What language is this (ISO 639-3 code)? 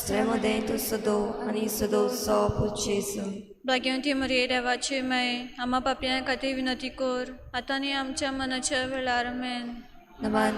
kok